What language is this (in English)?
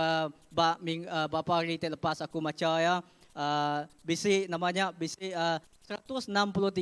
Iban